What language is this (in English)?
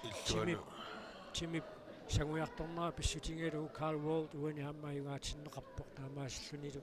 Kalaallisut